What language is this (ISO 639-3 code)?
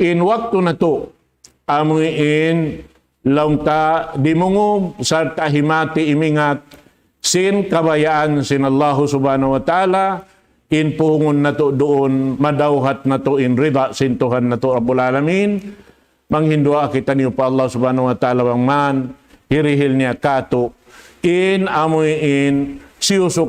tsg